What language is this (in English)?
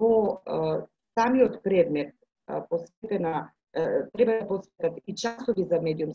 Macedonian